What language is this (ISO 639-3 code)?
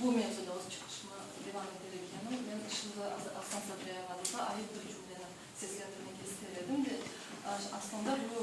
crh